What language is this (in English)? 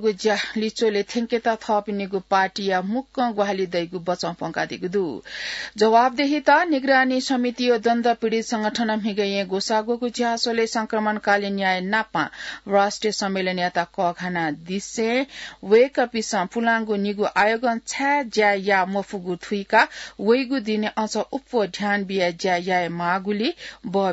Newari